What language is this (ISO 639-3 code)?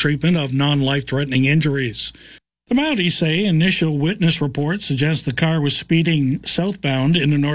eng